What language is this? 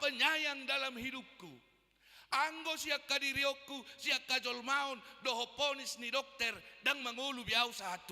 Batak Toba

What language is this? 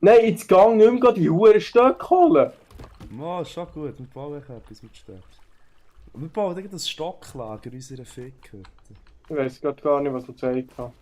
Swiss German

